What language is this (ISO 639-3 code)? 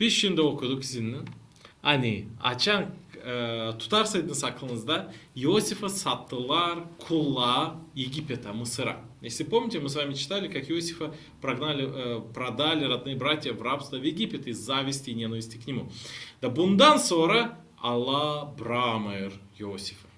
gag